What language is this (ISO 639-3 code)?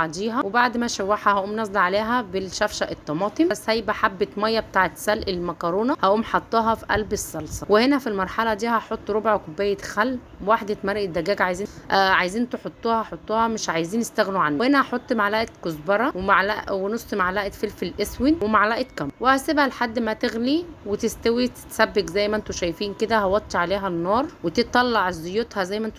arz